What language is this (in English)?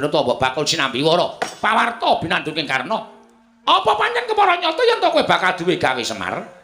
Javanese